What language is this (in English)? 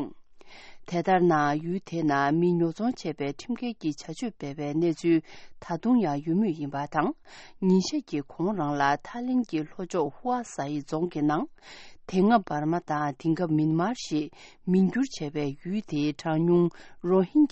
Tibetan